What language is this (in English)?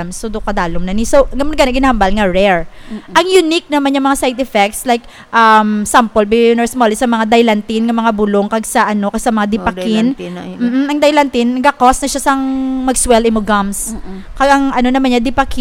Hiligaynon